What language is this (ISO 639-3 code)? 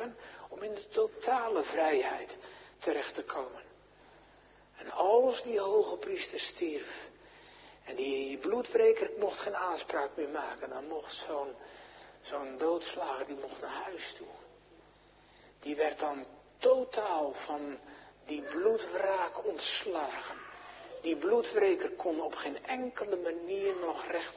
nld